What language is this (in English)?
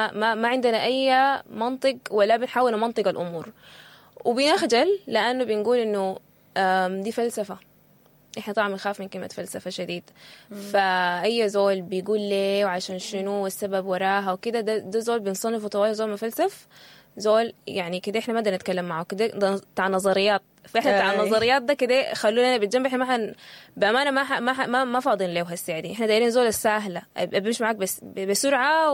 Sudanese Arabic